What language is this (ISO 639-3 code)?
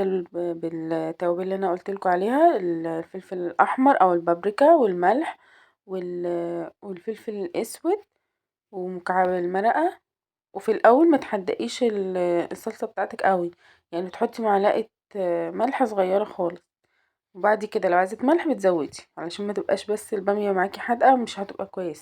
arz